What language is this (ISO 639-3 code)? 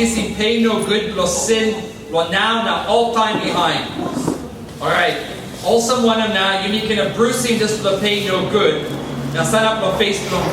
tpi